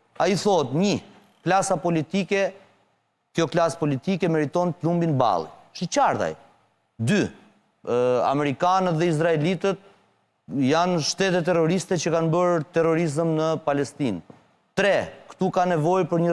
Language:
Albanian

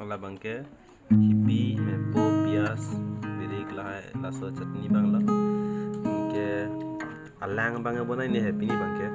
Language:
Karbi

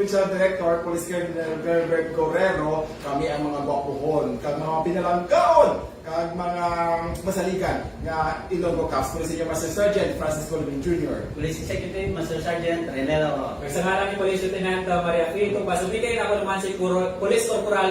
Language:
Hiligaynon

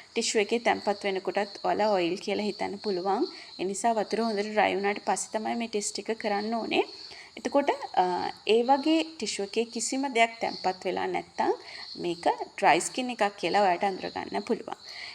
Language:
Sinhala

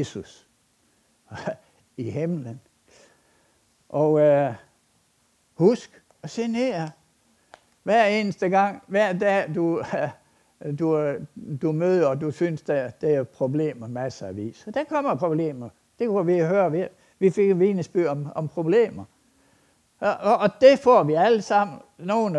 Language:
Danish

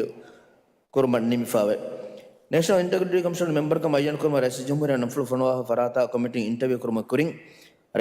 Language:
Divehi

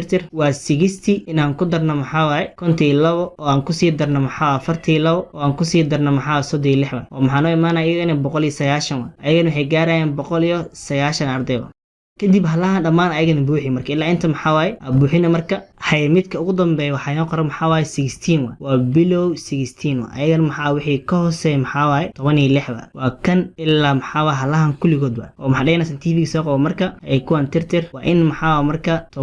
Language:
Somali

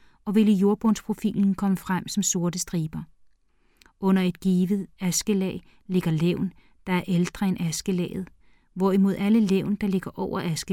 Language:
Danish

